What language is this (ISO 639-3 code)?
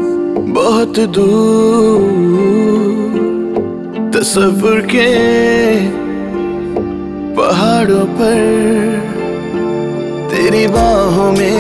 hin